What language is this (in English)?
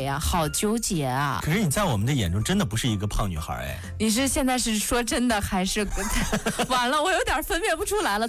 Chinese